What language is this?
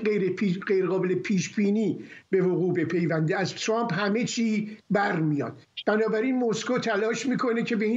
Persian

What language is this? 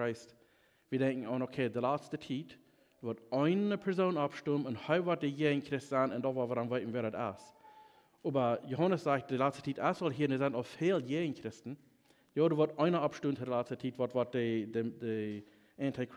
Plautdietsch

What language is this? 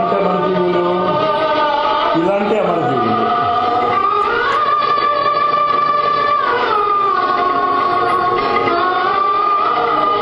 Telugu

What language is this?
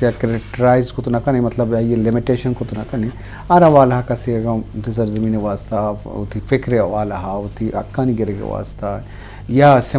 Eastern Balochi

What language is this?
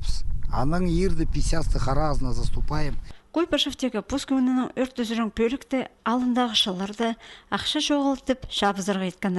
Khakas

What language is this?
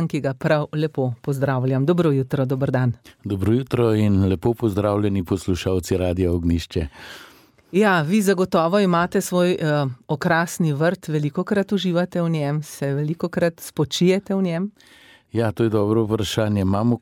Slovenian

